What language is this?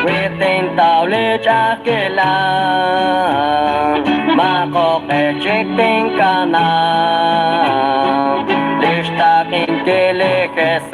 Kekchí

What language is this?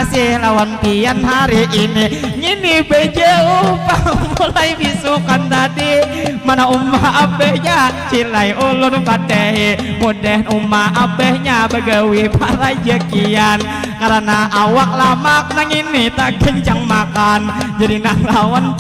Banjar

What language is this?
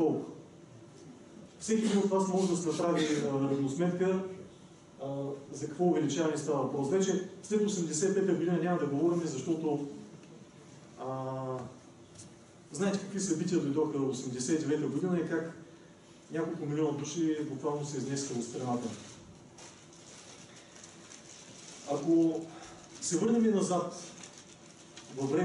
Bulgarian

